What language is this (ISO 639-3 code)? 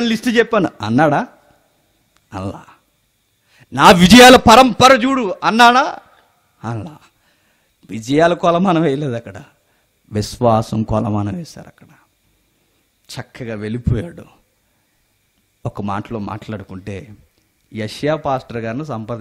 tel